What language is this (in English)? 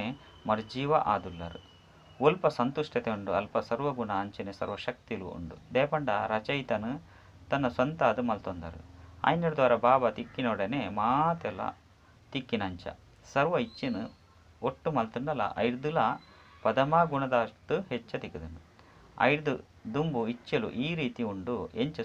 Tulu